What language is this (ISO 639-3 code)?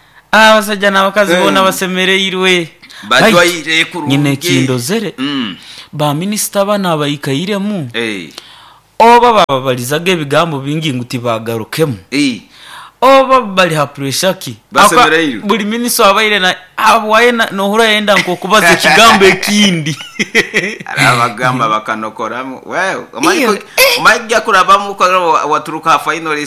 nyo